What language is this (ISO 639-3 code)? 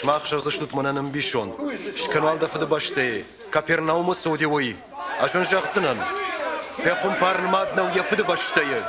oss